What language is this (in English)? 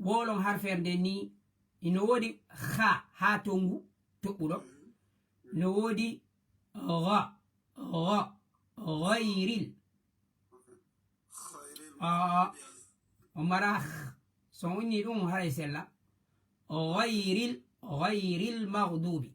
Fula